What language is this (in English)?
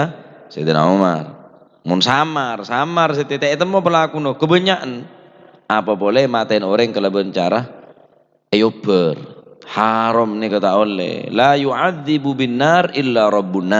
Madurese